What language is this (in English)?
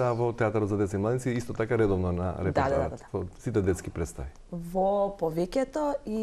Macedonian